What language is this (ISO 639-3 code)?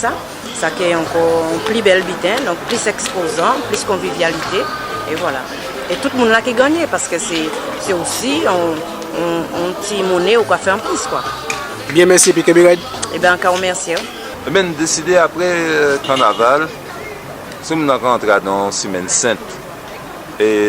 gcf